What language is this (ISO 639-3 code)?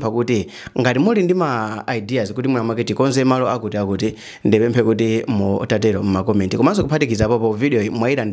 nya